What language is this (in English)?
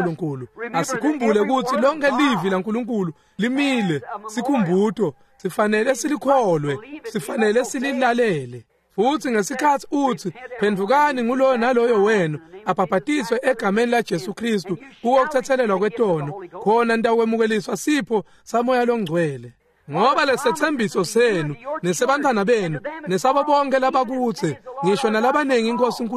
Swati